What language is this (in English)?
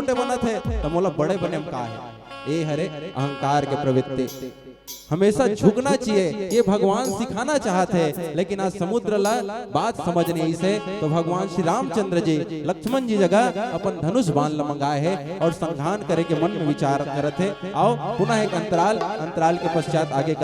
Chhattisgarhi